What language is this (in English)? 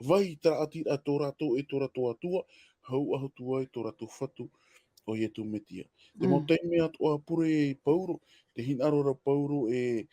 Tahitian